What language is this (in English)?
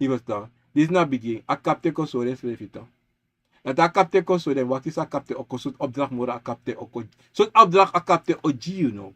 Sranan Tongo